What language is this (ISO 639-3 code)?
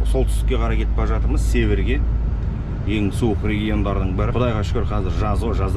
kaz